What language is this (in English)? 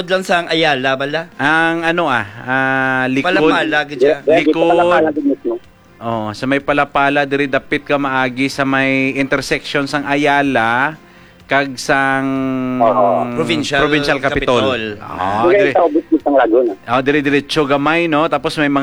Hiligaynon